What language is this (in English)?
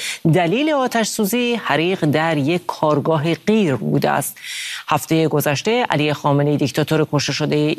Persian